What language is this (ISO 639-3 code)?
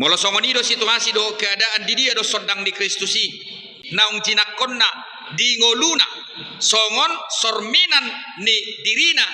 bbc